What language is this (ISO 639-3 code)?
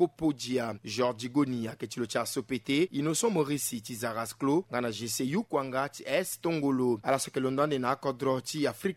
sag